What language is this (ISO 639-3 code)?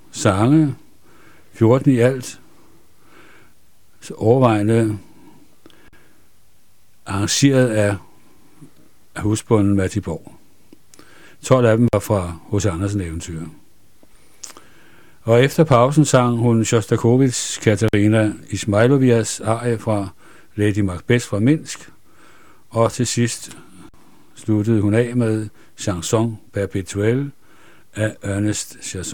dan